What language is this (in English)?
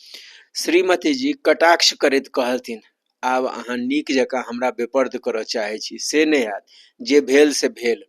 Maithili